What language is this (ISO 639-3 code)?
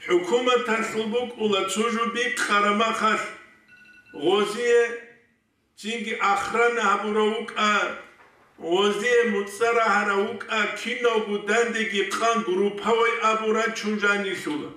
ava